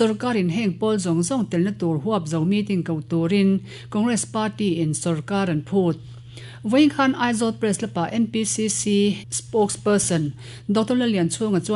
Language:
Mizo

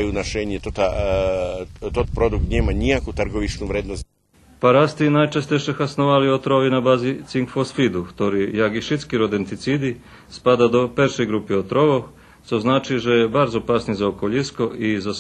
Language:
Rusyn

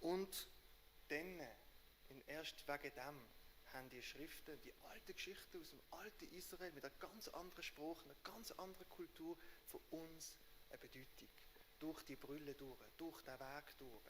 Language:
Swiss German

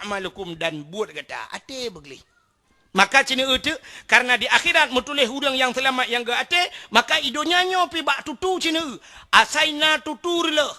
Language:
Achinese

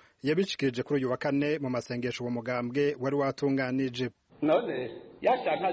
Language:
Rundi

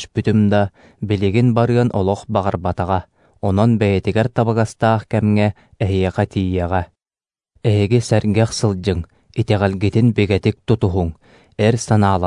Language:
Yakut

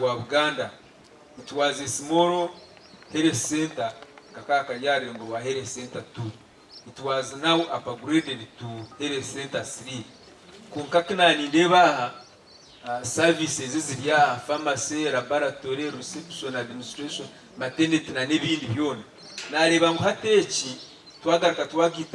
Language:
Nyankole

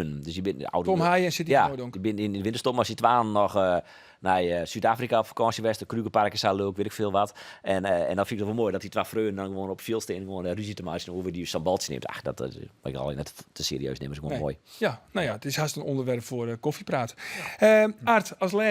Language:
Western Frisian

